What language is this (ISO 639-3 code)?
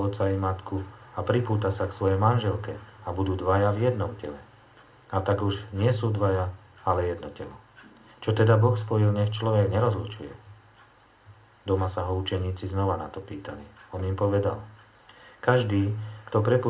slk